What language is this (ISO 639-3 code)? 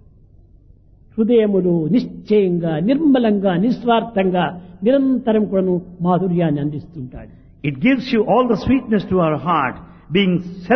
tel